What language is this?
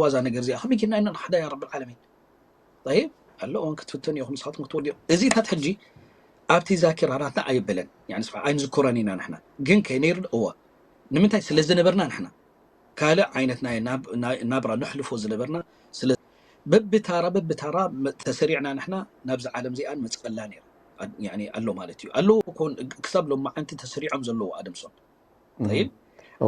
Tigrinya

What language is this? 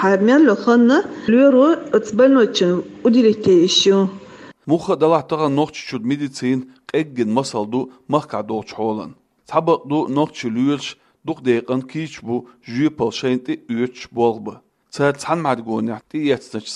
Chechen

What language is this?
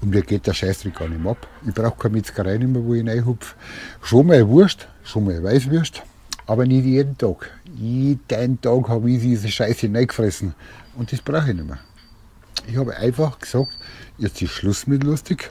Bavarian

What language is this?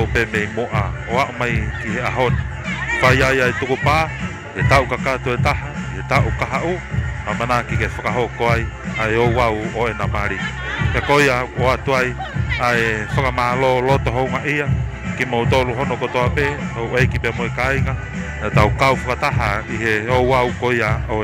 Tongan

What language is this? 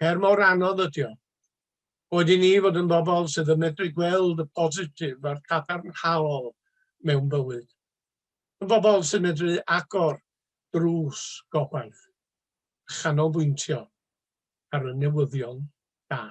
Welsh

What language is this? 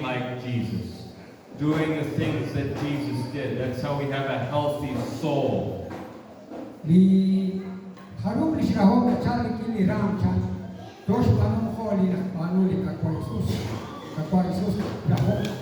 Kekchí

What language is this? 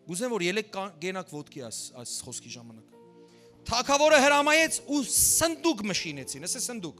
Western Armenian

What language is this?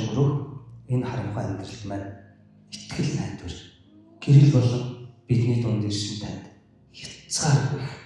Mongolian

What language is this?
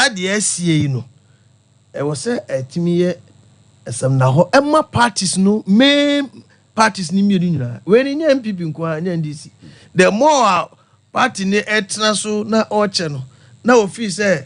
Akan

